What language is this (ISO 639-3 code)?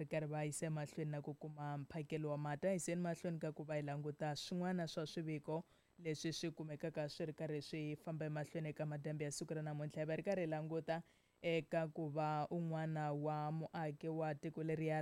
tso